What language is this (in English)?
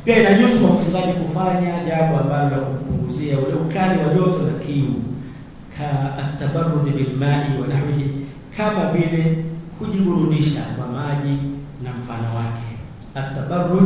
Swahili